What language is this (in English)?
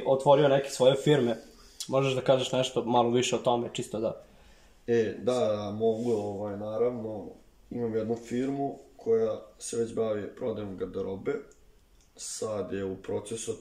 Serbian